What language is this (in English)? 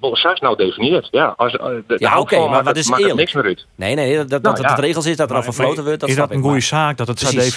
Western Frisian